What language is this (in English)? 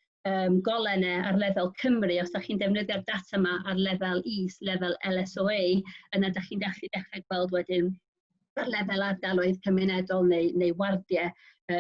Welsh